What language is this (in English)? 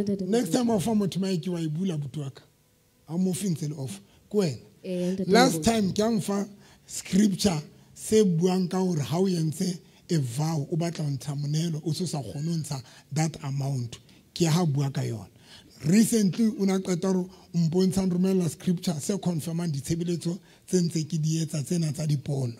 Southern Sotho